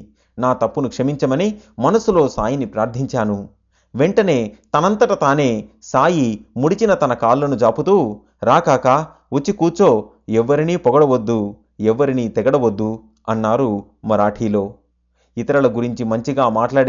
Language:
Telugu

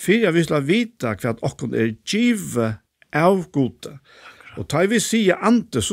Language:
Faroese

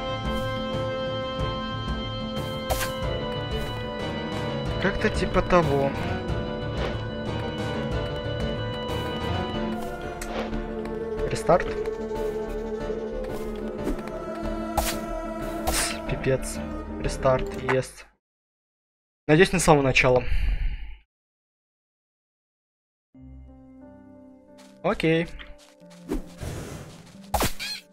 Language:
Russian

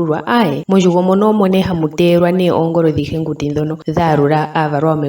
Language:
Ndonga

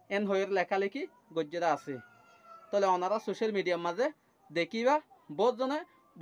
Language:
Rohingya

